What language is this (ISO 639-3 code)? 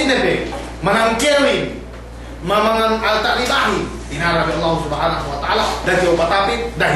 yka